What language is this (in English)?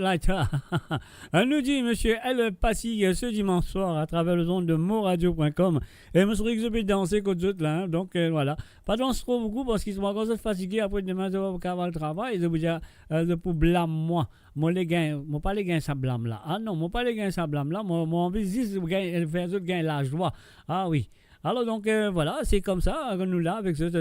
Morisyen